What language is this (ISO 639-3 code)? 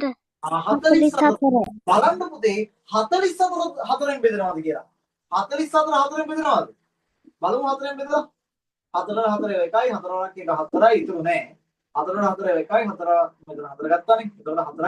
sin